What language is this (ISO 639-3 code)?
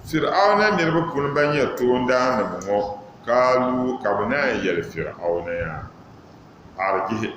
dag